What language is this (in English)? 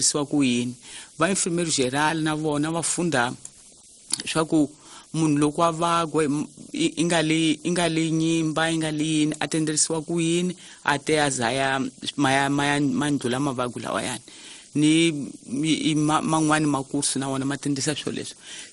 Tsonga